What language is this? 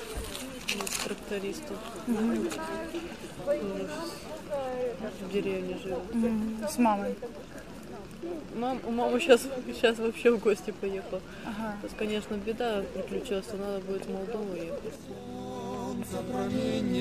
Russian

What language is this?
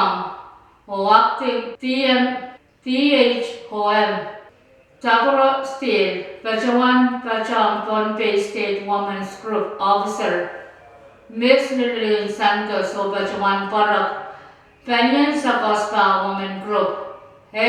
Pohnpeian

